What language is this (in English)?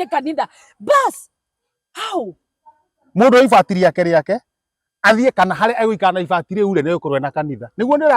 Kikuyu